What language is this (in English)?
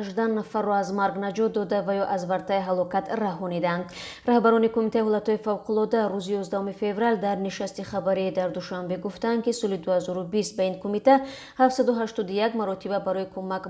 Tajik